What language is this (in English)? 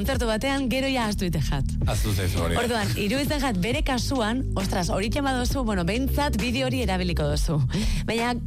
Basque